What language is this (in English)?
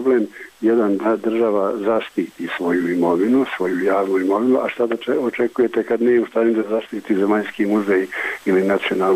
Bosnian